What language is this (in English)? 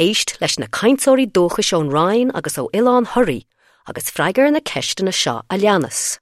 Irish